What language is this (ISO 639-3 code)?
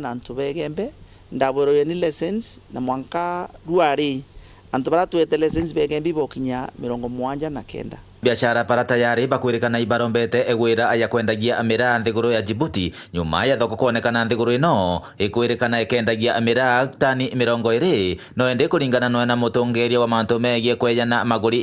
mer